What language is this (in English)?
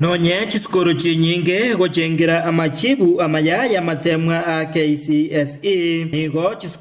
Gusii